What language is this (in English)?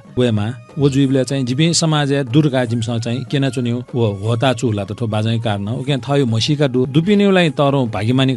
Newari